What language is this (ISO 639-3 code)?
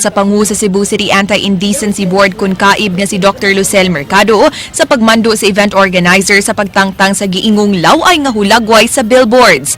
ceb